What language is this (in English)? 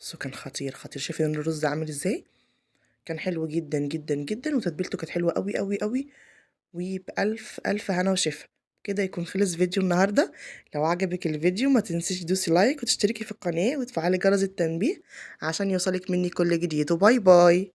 Egyptian Arabic